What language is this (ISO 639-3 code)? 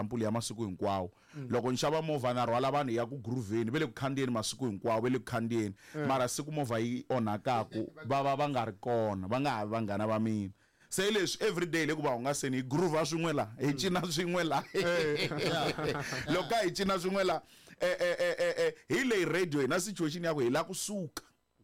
tso